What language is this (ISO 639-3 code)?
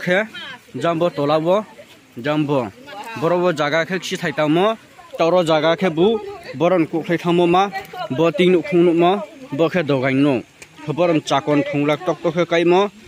ria